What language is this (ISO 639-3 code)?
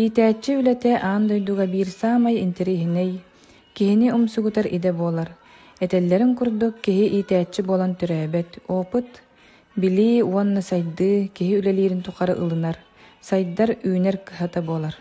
sah